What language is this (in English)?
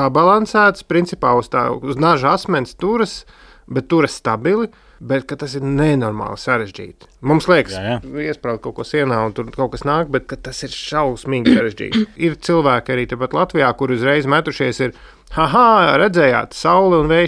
Latvian